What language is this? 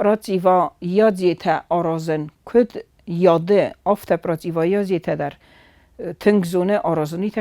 Ossetic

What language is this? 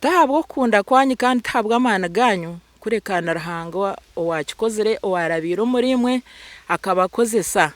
Nyankole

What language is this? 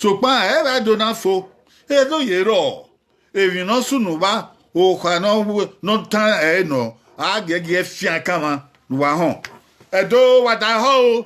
Bini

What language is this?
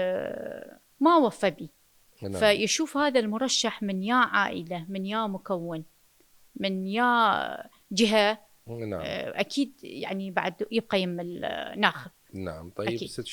Mesopotamian Arabic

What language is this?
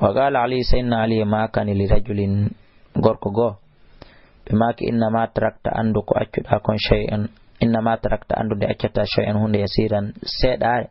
Fula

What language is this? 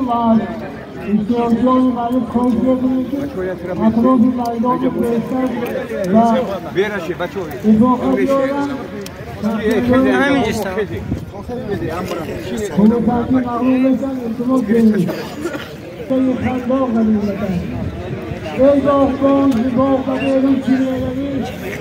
Persian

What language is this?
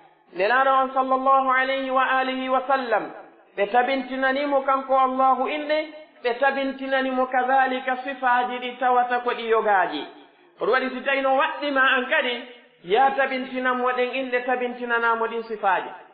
Pular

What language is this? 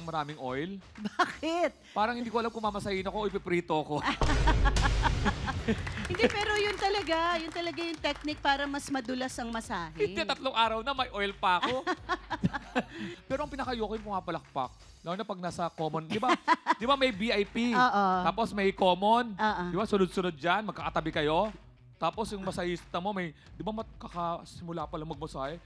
Filipino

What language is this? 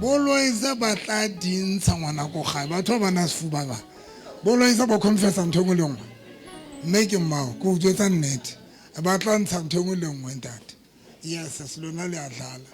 Southern Sotho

